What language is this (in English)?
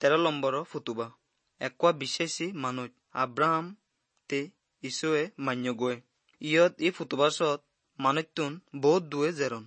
Assamese